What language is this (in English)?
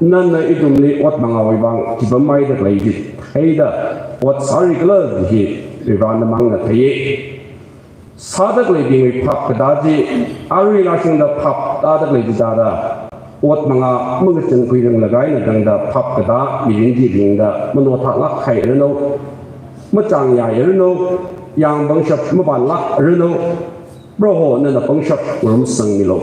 Tangkhul Naga (India)